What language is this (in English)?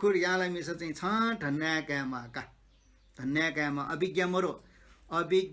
Newari